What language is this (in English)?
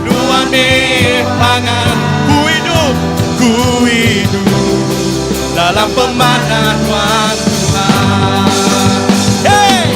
Iban